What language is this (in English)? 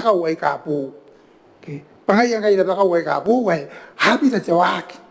Gilbertese